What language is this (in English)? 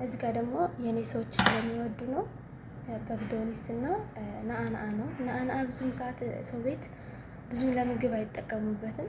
Amharic